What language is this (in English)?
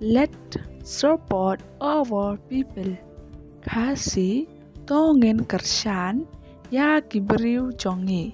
Khasi